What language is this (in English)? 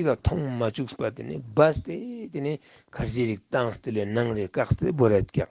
Ladakhi